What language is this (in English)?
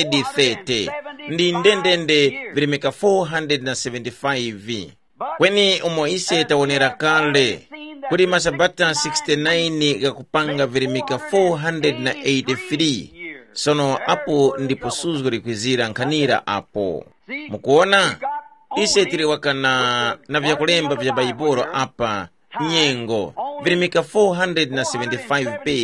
Tumbuka